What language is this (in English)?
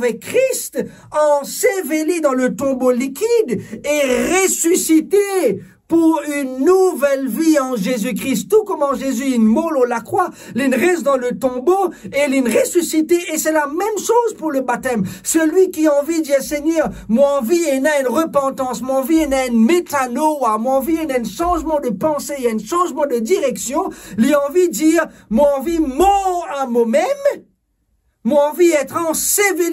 Morisyen